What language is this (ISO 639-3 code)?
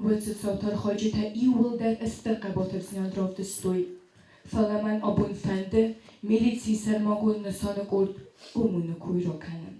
oss